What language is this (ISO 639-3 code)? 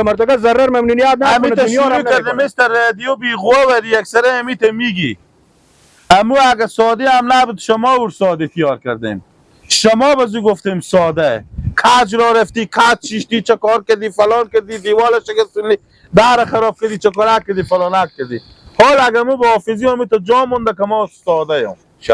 fas